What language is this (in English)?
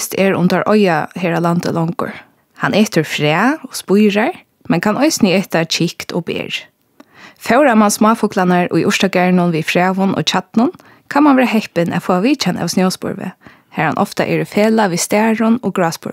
Faroese